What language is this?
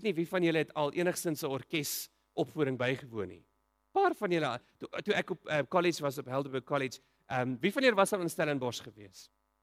Afrikaans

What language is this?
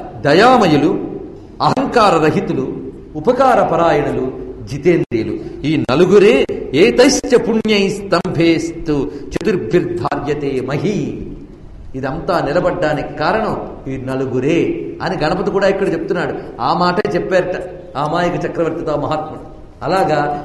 Telugu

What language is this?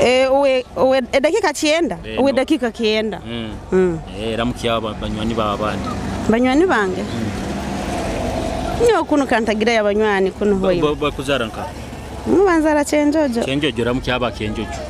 Nyoro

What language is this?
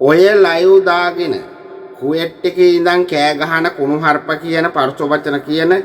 Sinhala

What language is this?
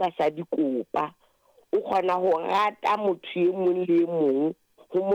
Southern Sotho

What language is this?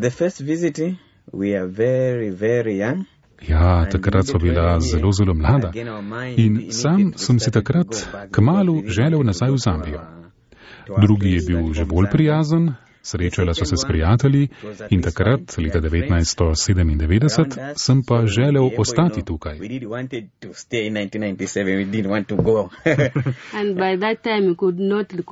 Slovenian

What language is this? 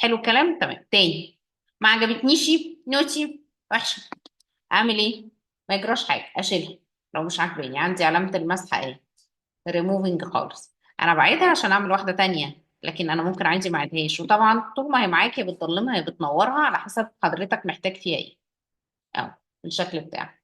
Egyptian Arabic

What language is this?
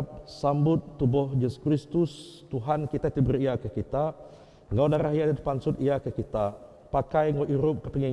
Iban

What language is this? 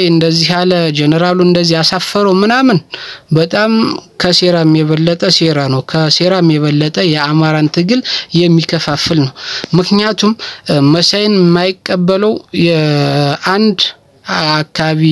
Amharic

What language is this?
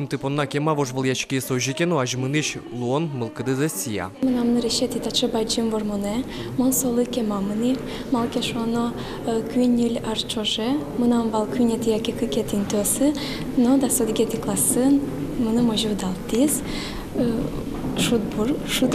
Udmurt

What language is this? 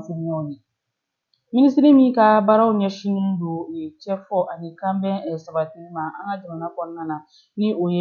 Bambara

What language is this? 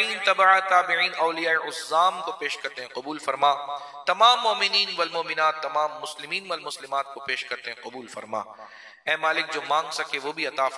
Urdu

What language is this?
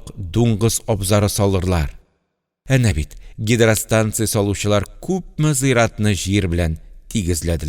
Tatar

